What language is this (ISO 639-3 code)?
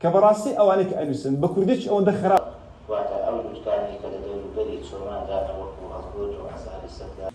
ckb